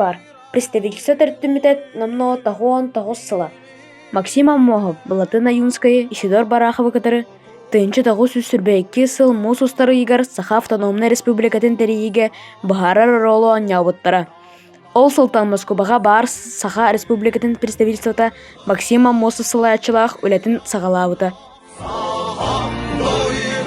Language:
Yakut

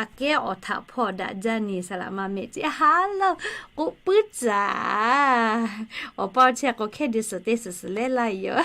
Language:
Lahu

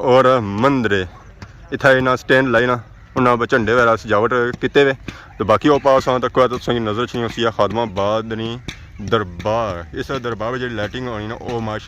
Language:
Pahari-Potwari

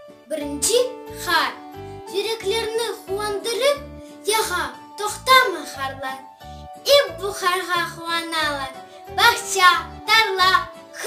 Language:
Crimean Tatar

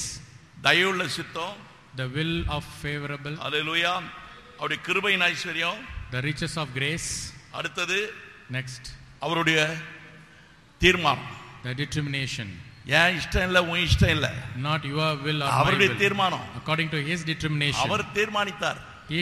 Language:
Tamil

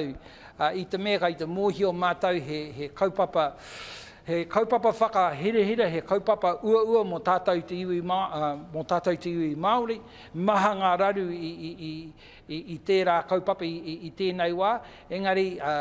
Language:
Māori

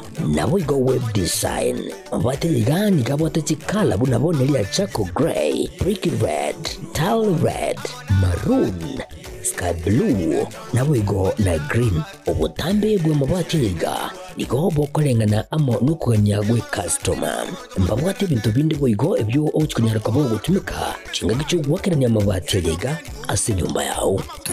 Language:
Gusii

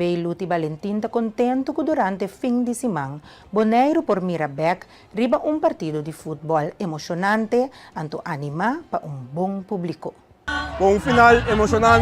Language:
Papiamento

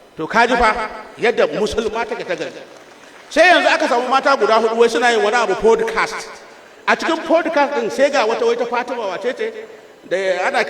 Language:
Hausa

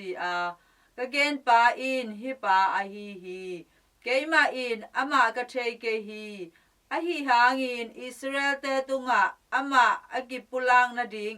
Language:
Tedim Chin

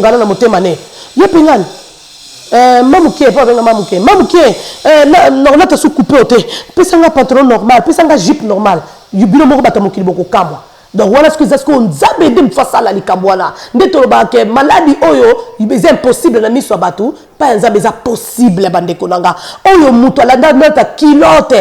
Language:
Lingala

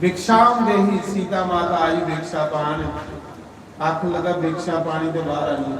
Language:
Dogri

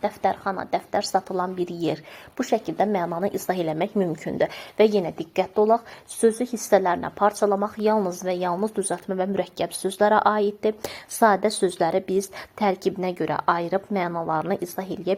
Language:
Azerbaijani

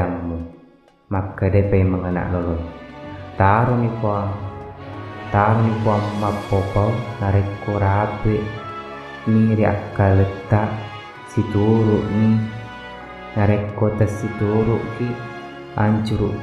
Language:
Buginese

